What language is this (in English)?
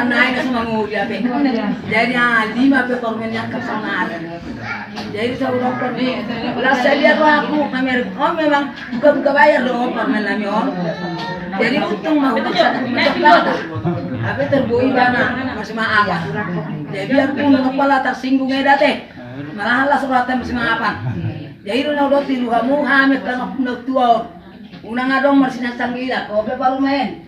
Batak Toba